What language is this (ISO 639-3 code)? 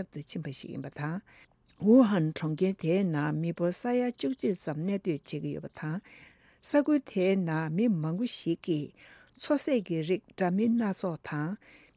bod